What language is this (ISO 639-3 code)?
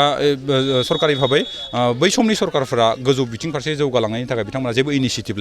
brx